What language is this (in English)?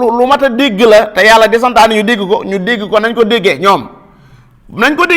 Wolof